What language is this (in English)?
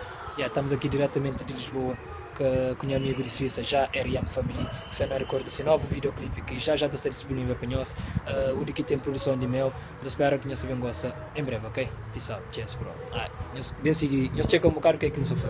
Kabuverdianu